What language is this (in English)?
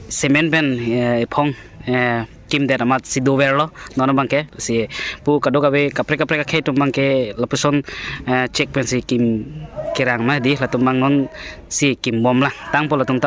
Karbi